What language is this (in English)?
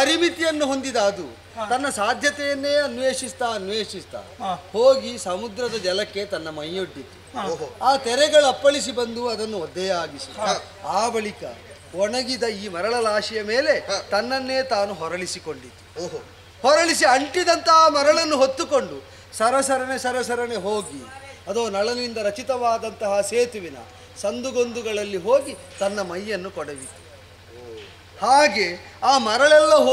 Kannada